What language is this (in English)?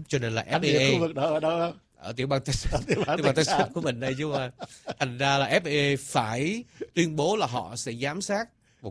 Vietnamese